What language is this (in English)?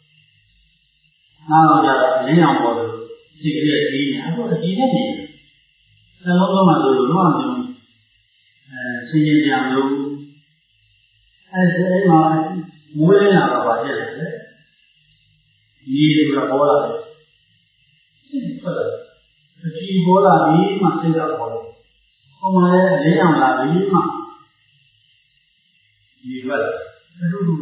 Burmese